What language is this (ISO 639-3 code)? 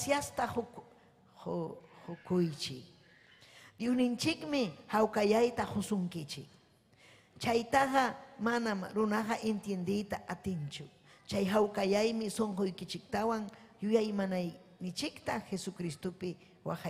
quy